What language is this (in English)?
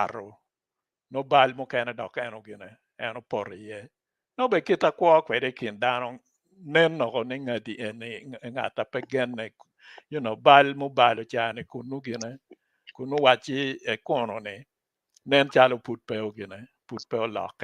Acoli